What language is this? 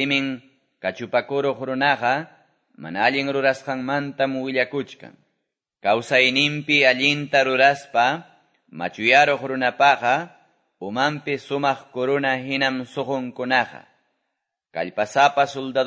Quechua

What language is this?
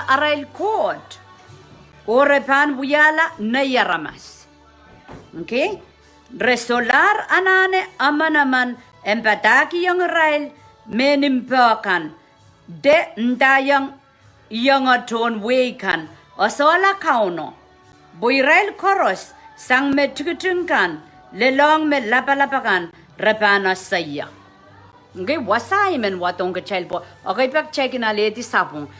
Pohnpeian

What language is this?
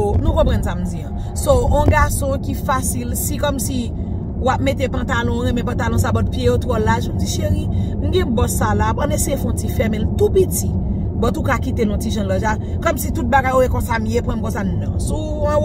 Haitian Creole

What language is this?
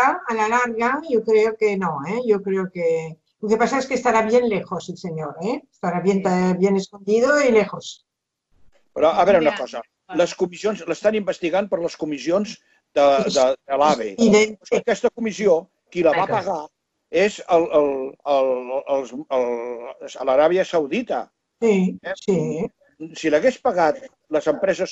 Catalan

